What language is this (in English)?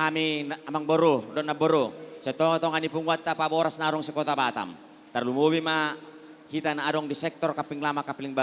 Batak Toba